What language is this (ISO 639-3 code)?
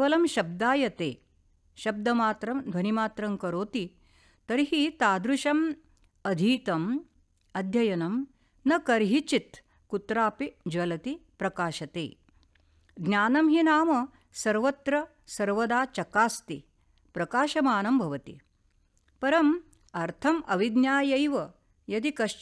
san